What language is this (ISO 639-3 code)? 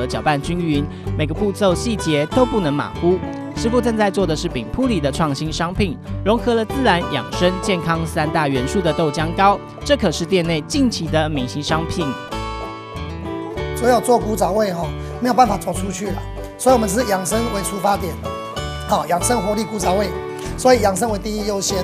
zho